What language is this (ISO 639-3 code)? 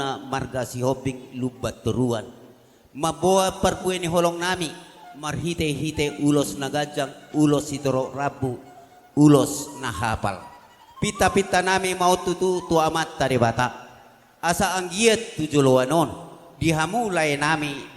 bbc